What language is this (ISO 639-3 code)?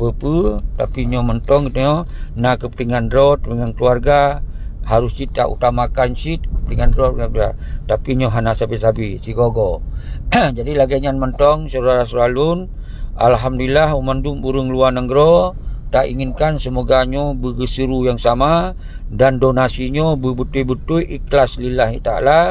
ace